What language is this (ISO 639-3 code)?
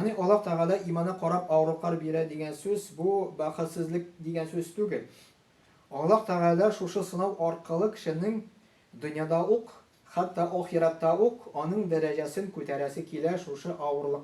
tat